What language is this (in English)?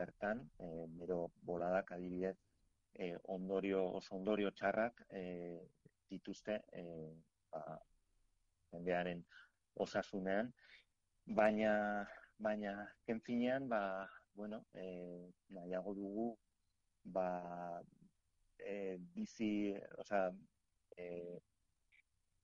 Basque